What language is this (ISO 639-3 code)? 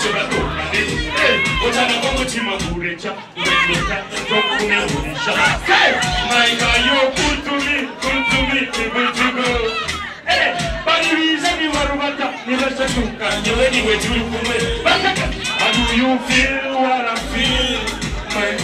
nyn